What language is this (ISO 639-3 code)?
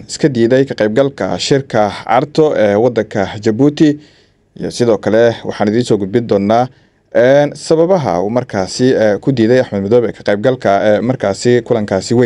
som